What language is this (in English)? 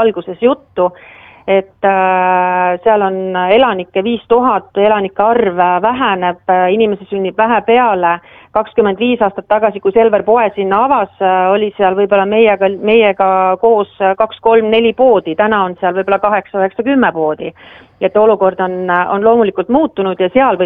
Estonian